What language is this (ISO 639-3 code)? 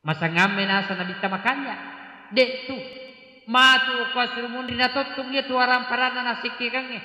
bug